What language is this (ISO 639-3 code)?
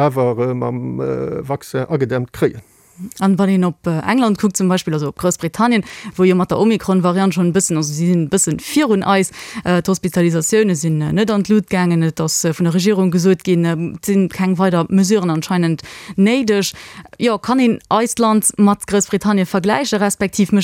ltz